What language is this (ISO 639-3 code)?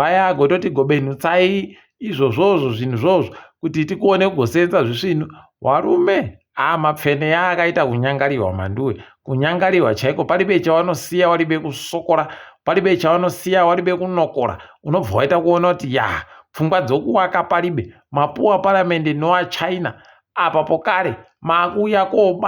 ndc